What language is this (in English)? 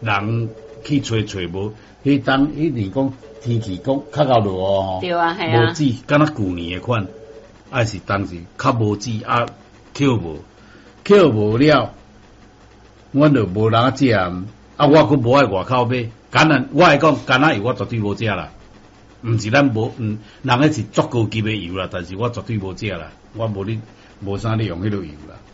Min Nan Chinese